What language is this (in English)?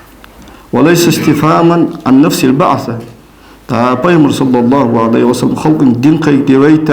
Ingush